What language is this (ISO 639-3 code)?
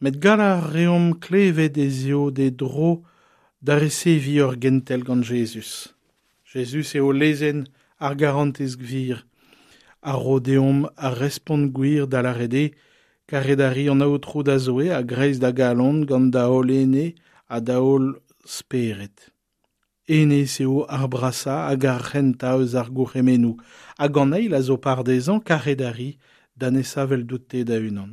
bre